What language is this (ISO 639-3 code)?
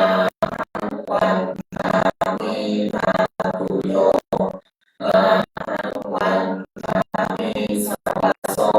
pli